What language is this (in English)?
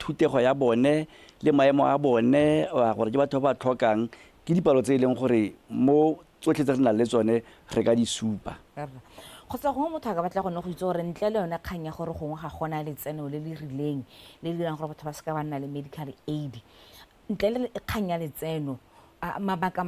Tswana